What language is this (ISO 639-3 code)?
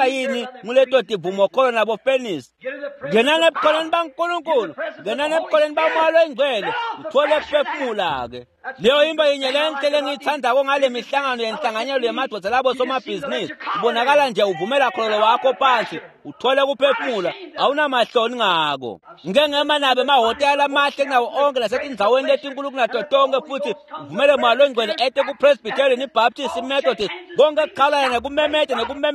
ssw